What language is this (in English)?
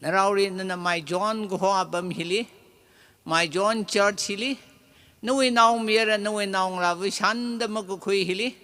Tangkhul Naga (India)